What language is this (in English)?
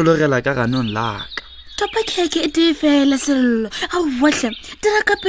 Northern Sotho